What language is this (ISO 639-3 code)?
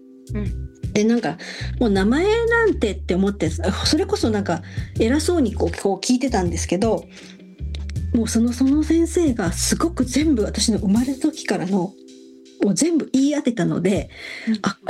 jpn